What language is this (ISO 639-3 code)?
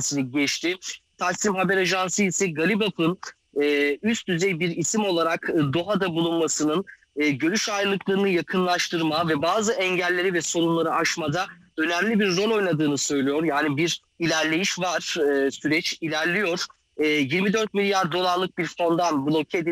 tur